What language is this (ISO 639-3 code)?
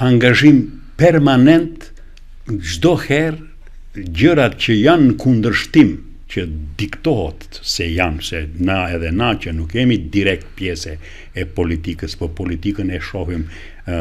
sqi